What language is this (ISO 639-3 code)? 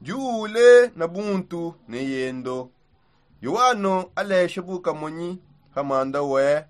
sop